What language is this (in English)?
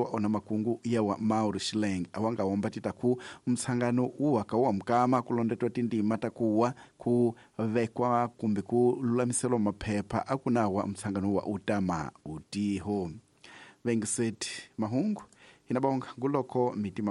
Tsonga